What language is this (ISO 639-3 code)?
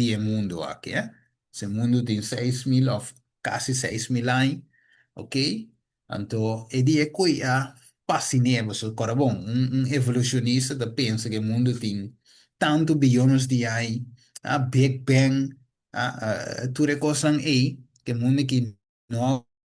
pap